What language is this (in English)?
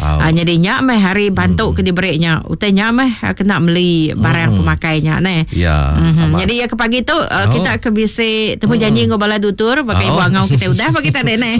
Iban